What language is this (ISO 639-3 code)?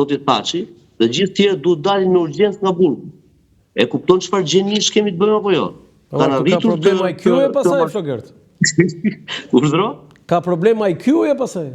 sqi